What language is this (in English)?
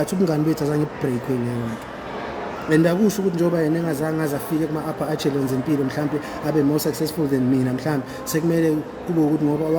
Zulu